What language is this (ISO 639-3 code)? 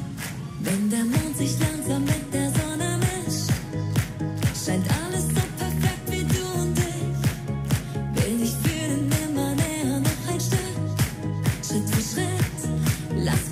deu